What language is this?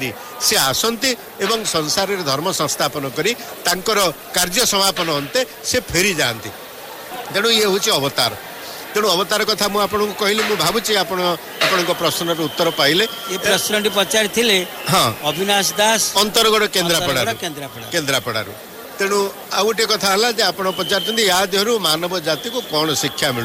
Odia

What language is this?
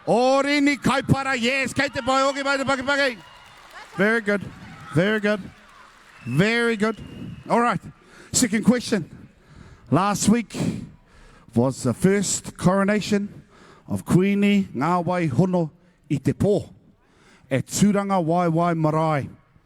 Māori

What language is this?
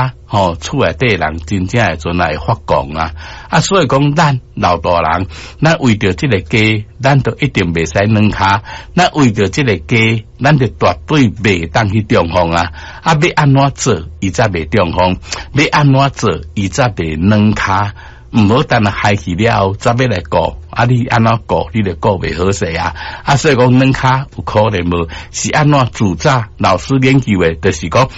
Min Nan Chinese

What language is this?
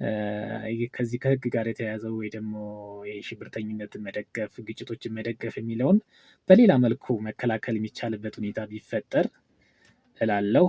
Amharic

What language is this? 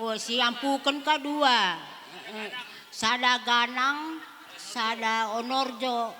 Batak Karo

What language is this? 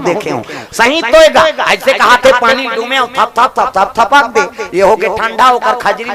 Chhattisgarhi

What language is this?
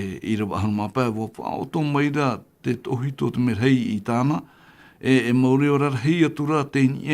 Tahitian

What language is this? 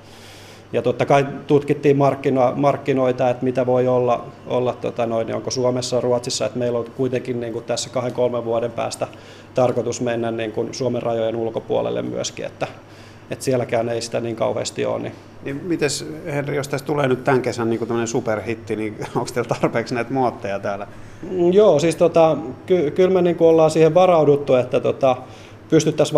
Finnish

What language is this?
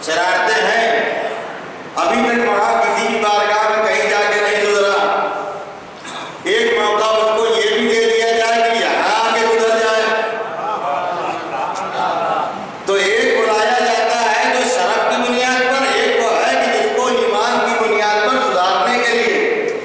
Urdu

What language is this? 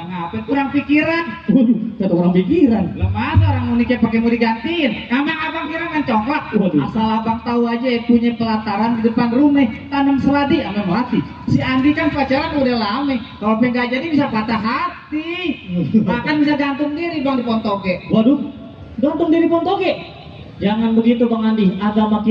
Betawi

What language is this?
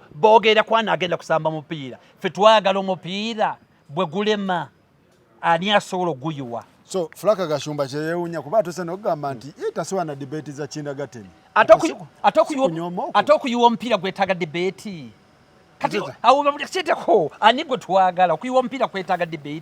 Ganda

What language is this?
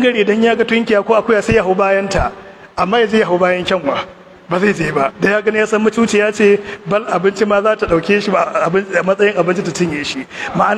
Hausa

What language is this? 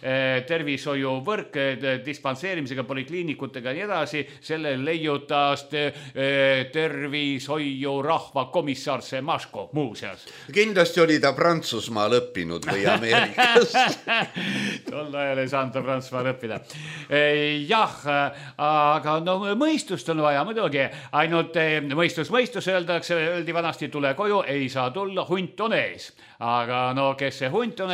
Estonian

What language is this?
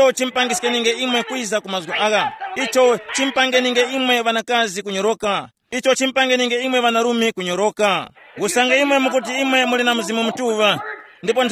Tumbuka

